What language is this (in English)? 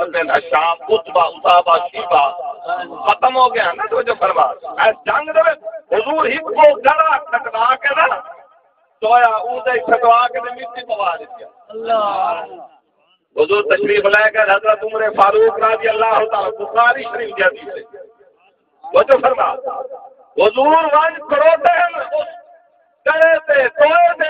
Saraiki